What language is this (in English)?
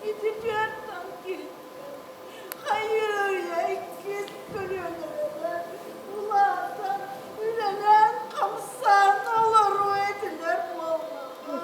Yakut